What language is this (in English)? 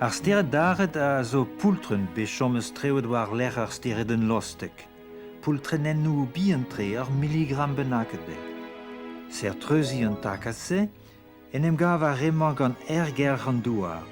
Breton